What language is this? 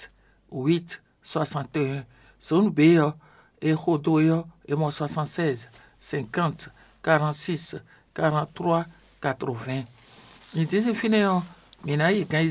Fon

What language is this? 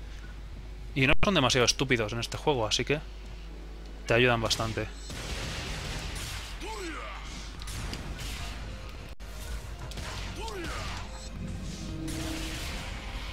Spanish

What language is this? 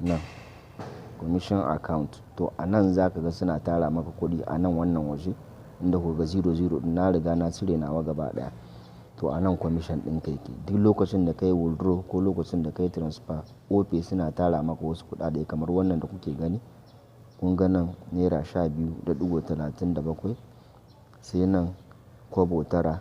Hausa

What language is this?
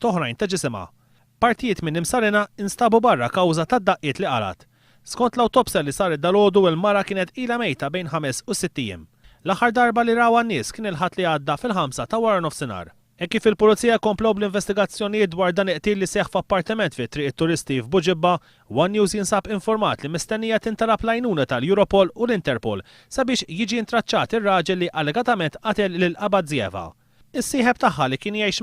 Maltese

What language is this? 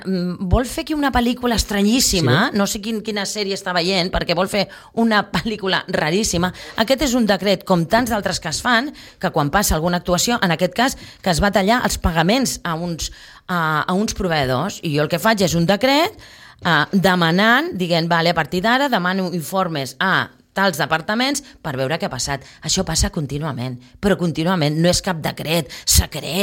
Catalan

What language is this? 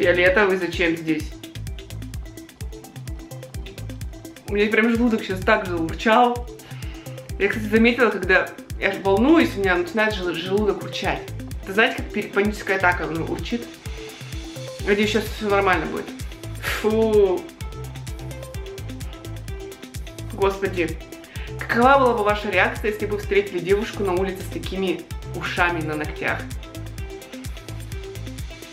Russian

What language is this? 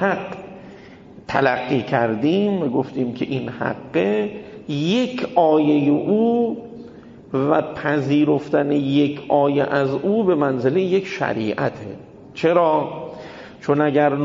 Persian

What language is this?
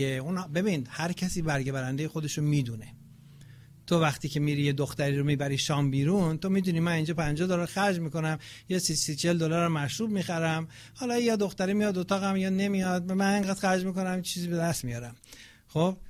Persian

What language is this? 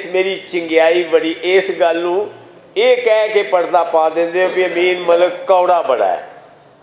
Western Panjabi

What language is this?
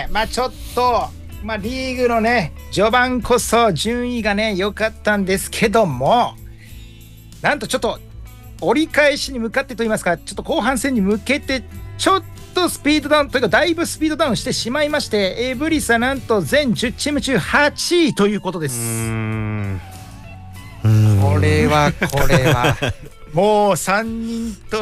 Japanese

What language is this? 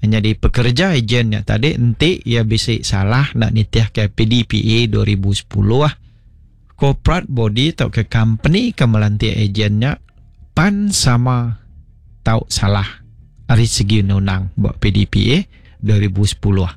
Iban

